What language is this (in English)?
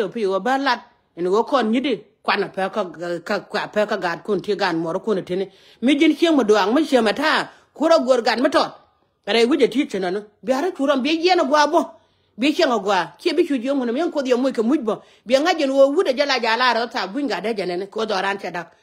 Nuer